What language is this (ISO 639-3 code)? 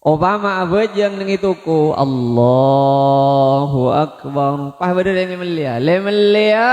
mad